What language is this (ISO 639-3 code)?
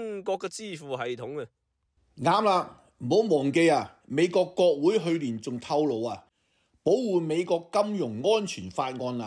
yue